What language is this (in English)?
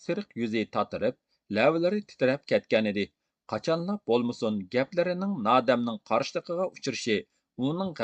Uyghur